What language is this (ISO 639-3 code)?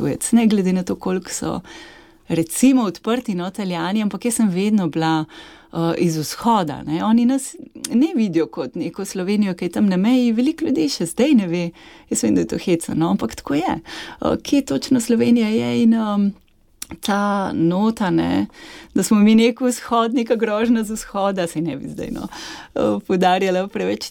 slv